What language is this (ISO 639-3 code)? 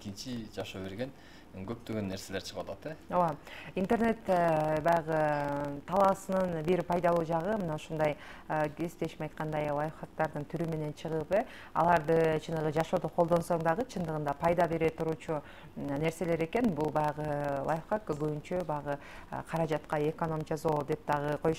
kir